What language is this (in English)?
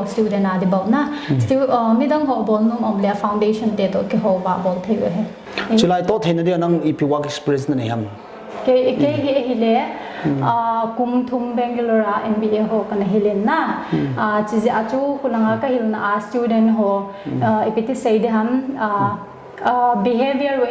Paite Chin